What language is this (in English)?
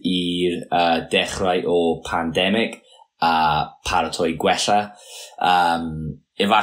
Welsh